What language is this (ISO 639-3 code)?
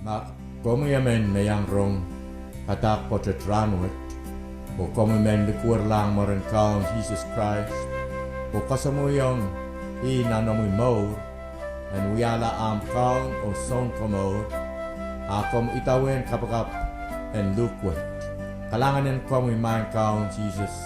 pon